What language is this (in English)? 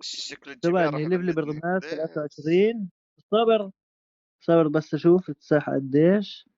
North Levantine Arabic